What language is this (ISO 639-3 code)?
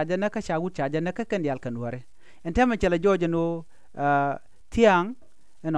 nus